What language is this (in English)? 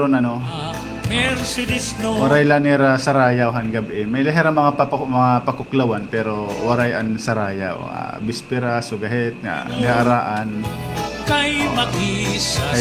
Waray